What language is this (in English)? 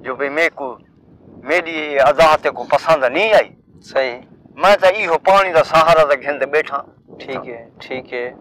Saraiki